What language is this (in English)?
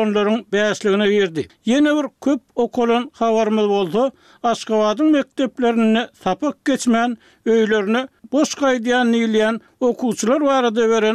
Turkmen